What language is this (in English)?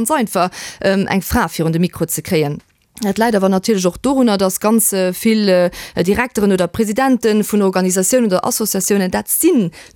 Luxembourgish